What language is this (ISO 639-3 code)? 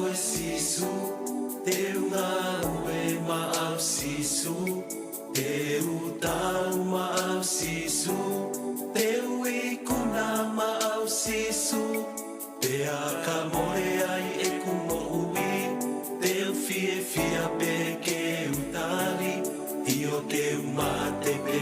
ton